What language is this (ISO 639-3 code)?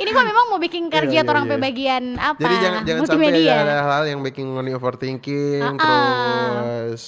xmm